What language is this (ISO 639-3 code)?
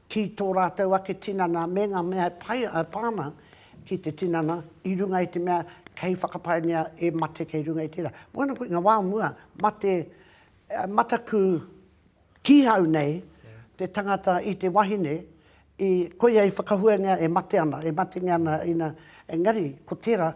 mri